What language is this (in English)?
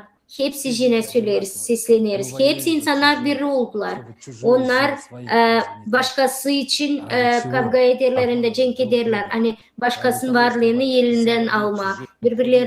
Gagauz